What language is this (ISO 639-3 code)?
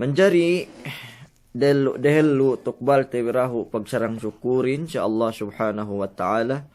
yka